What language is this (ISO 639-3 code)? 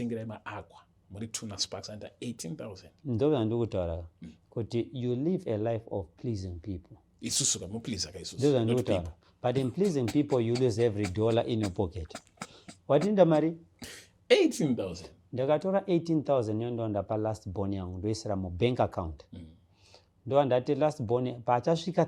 sna